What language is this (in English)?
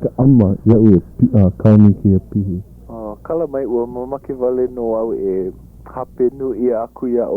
Hawaiian